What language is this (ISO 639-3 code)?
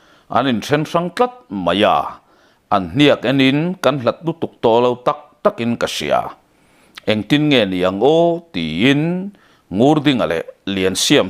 lus